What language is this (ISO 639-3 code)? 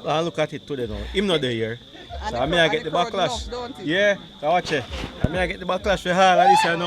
jam